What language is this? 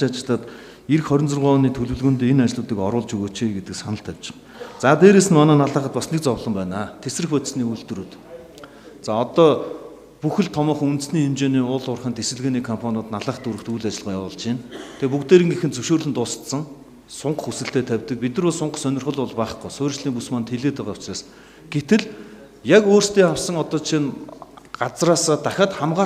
Mongolian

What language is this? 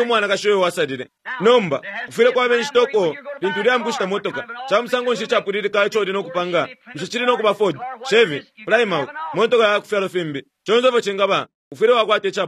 Bemba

